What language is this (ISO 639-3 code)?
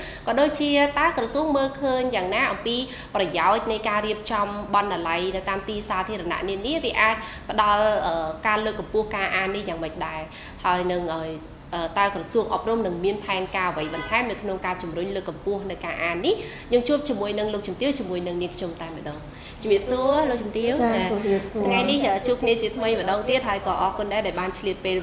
khm